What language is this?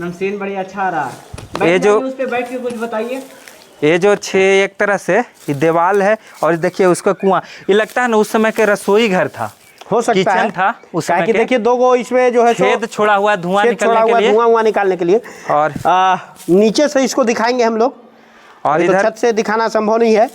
Magahi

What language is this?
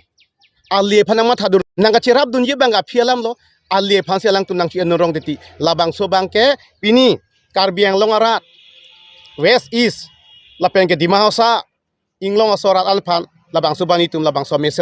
Karbi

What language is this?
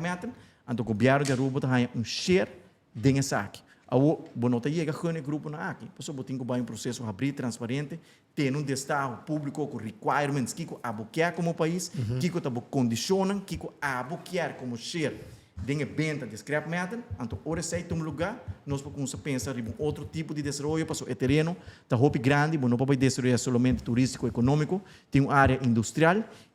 Papiamento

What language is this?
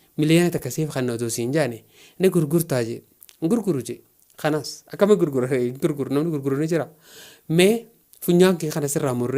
Oromo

